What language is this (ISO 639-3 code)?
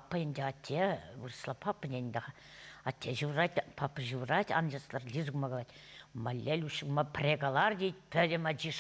chv